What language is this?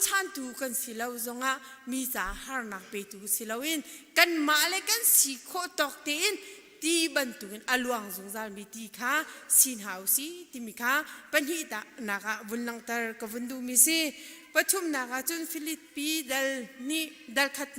Hakha Chin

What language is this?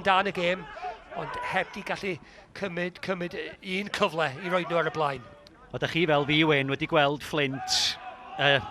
Welsh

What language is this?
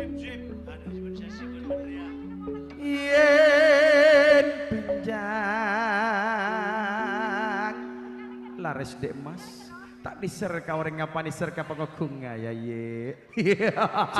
Madurese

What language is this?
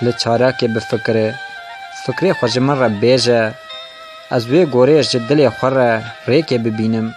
Kurdish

